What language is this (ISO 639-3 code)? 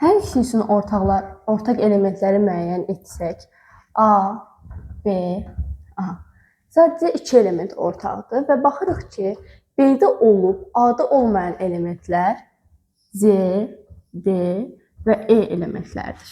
aze